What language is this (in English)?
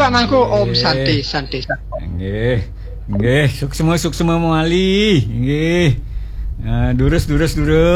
Balinese